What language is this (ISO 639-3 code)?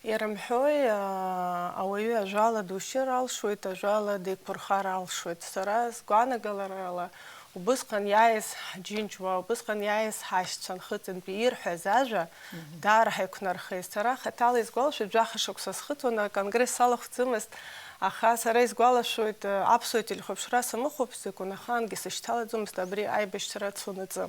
abk